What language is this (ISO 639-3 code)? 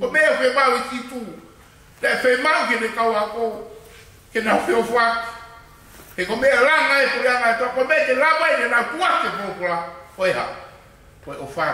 ton